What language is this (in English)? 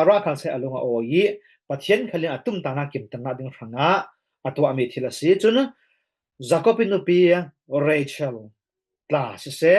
Falam Chin